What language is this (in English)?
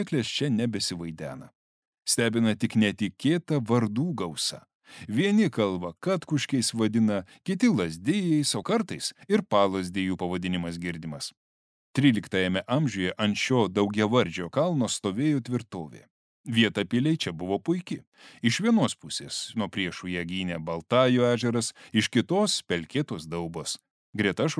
Lithuanian